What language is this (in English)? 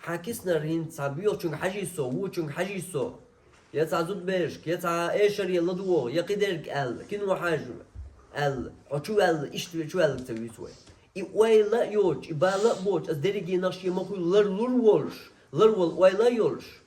Chechen